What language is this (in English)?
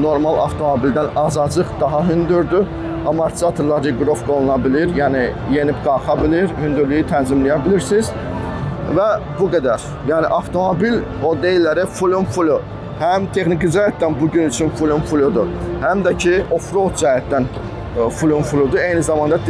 Azerbaijani